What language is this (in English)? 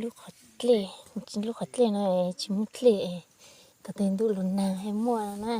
Hmong